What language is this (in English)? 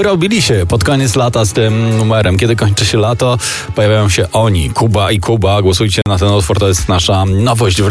Polish